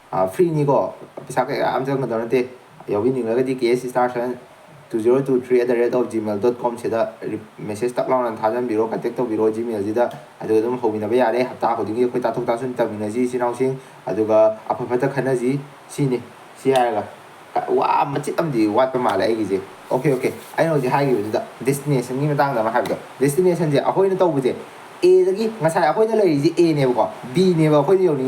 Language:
Manipuri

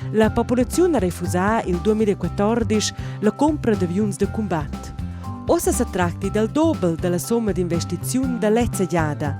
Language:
Romansh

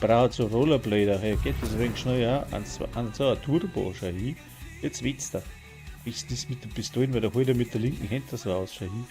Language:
Bavarian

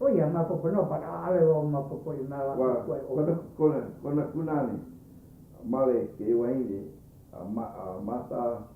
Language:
Hawaiian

